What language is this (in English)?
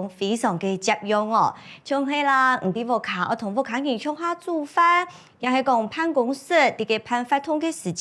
Hakka Chinese